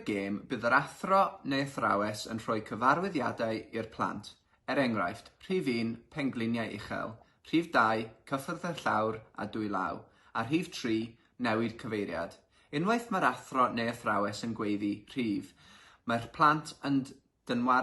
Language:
Welsh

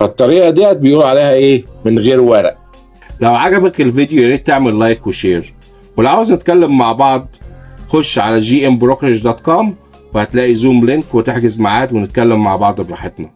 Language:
Egyptian Arabic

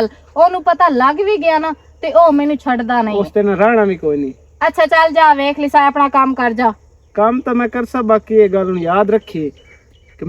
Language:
Western Panjabi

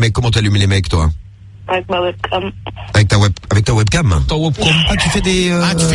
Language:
French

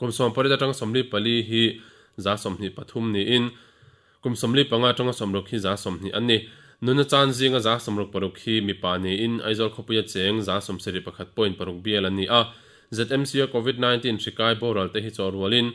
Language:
Mizo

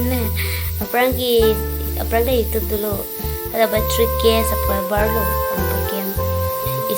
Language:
Karbi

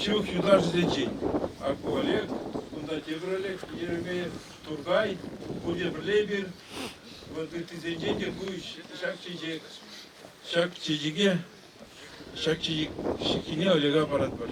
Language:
Chuvash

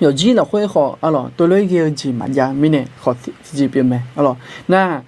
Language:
Akha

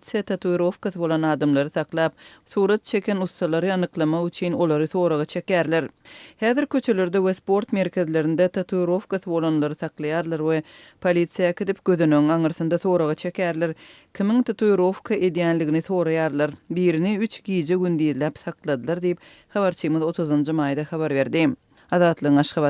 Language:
Turkmen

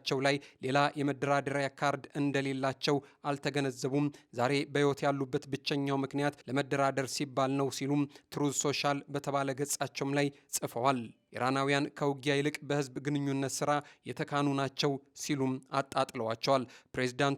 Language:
Amharic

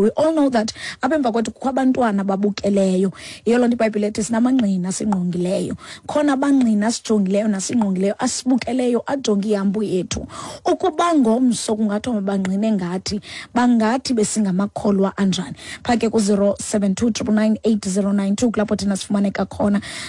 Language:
Xhosa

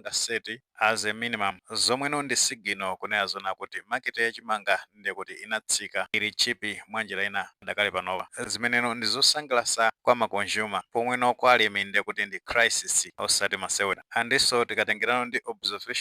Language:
Nyanja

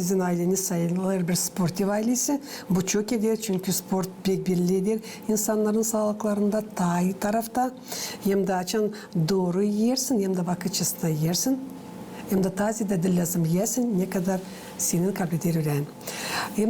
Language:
Gagauz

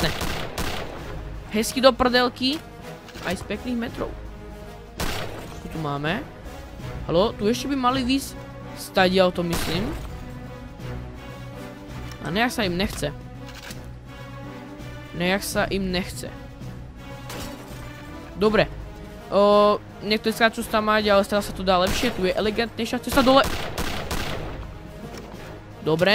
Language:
Slovak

